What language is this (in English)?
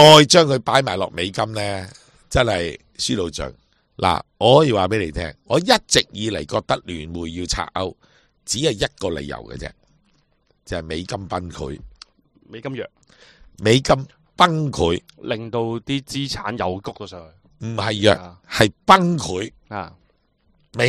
Cantonese